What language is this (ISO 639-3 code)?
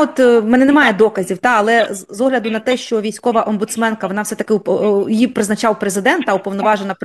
ukr